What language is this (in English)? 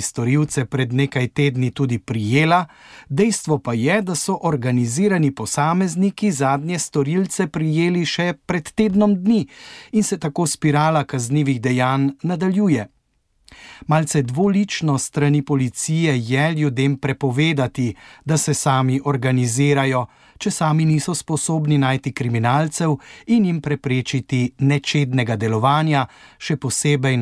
Slovenian